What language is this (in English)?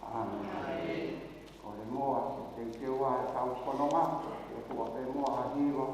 Tongan